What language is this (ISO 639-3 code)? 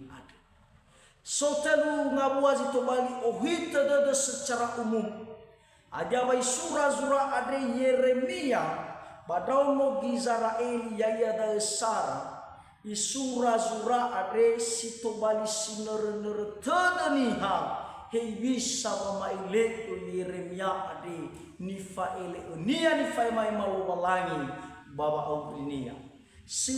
nia